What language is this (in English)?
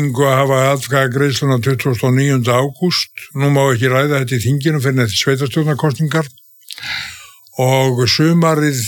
Icelandic